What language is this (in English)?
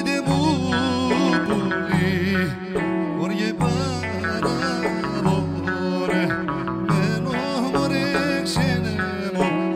Greek